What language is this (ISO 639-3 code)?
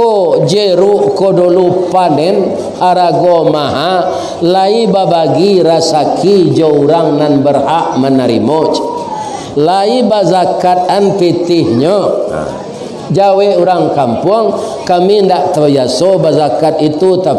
min